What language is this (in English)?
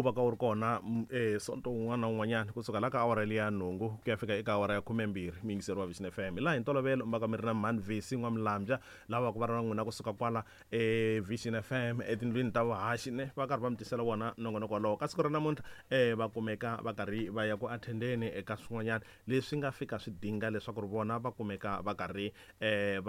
Tsonga